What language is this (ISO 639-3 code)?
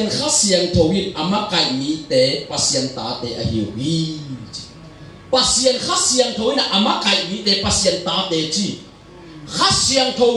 ctd